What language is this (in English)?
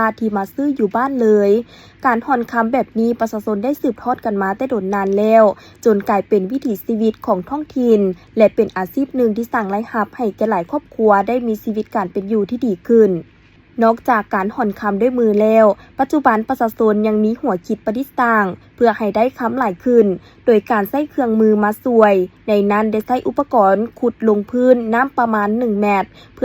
Lao